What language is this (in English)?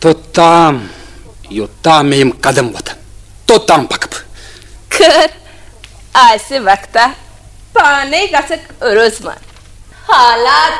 Kashmiri